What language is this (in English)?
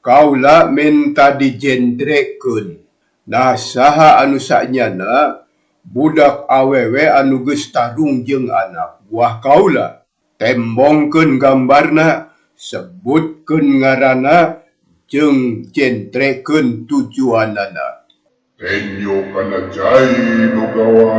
Sundanese